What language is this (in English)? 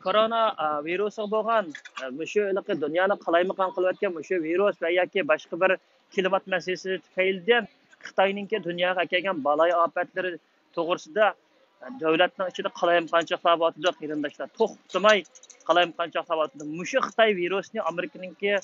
Uyghur